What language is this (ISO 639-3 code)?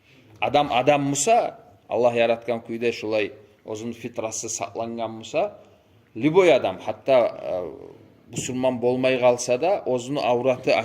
kum